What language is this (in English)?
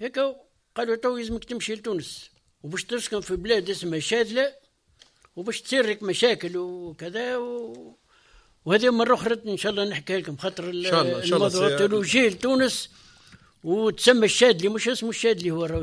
Tunisian Arabic